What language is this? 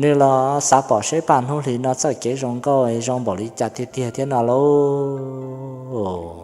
Hmong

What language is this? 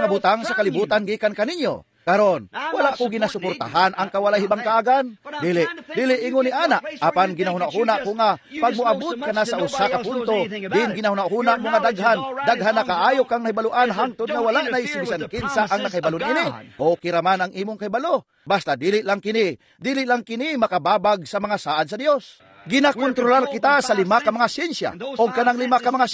Cebuano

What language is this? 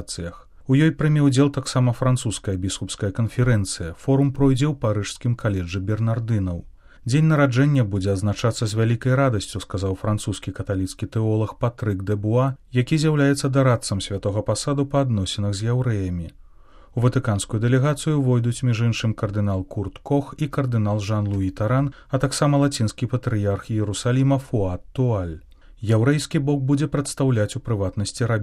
Belarusian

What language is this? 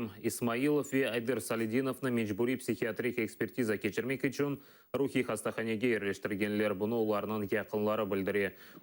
Crimean Tatar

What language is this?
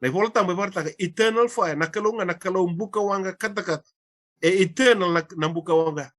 Fijian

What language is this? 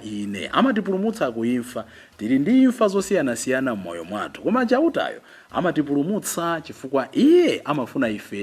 Nyanja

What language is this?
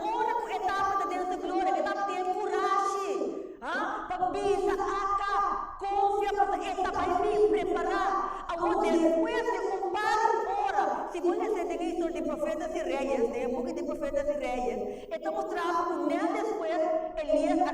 Papiamento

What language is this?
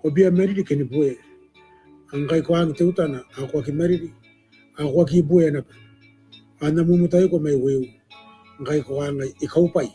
Gilbertese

